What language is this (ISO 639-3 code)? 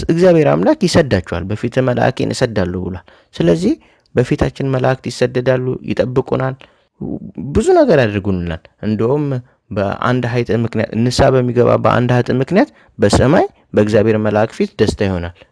amh